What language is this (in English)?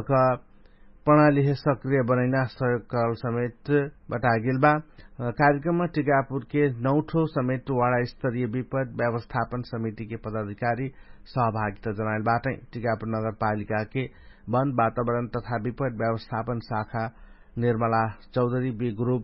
Dangaura Tharu